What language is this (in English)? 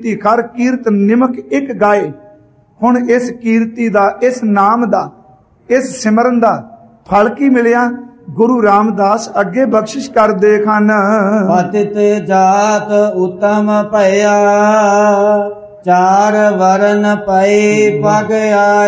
Punjabi